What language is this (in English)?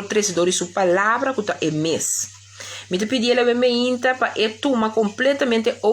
Papiamento